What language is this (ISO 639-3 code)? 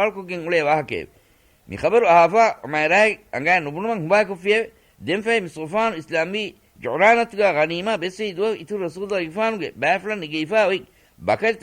div